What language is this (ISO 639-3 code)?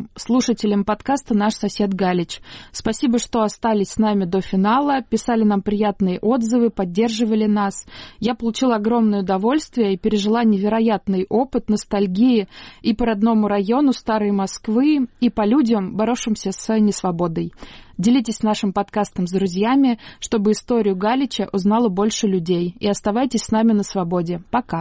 rus